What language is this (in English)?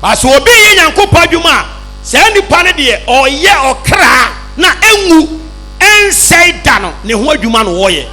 Akan